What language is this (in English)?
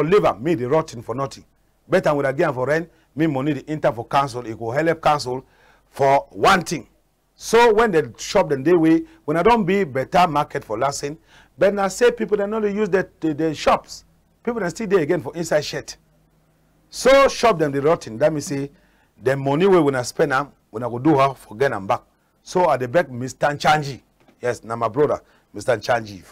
Cameroon Pidgin